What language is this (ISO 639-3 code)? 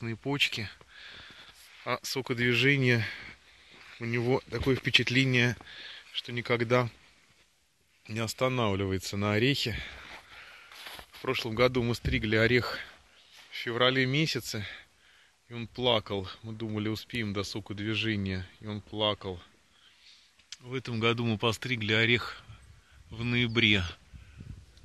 rus